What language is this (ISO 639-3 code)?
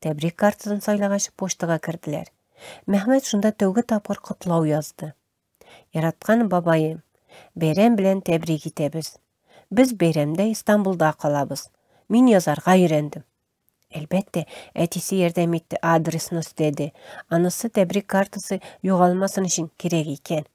tat